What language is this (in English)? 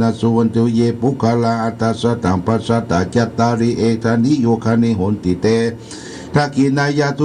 Pali